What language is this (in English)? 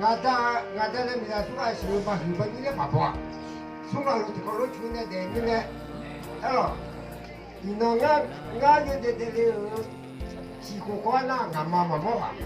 Akha